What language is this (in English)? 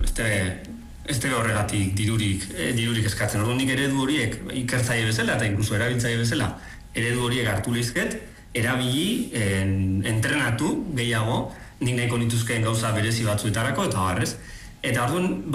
Basque